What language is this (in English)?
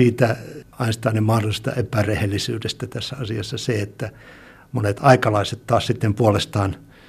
Finnish